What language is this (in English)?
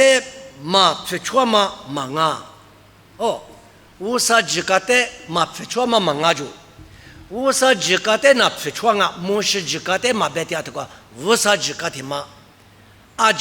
Lisu